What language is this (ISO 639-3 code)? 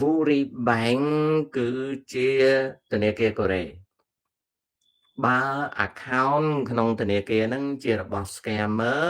khm